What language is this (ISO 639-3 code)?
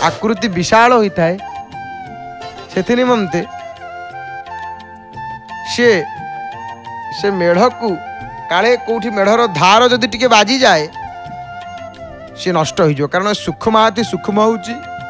ori